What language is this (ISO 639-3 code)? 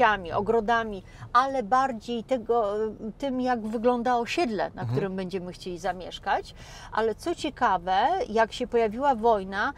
pol